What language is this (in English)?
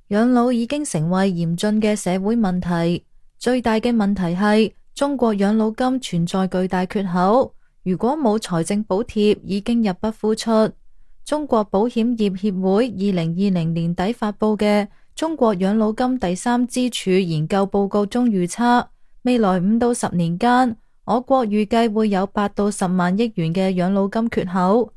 Cantonese